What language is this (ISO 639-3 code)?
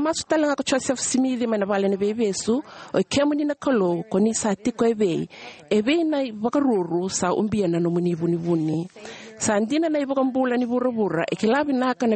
fij